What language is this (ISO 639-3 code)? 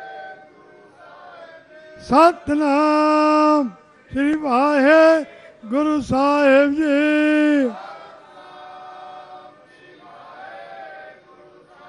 pan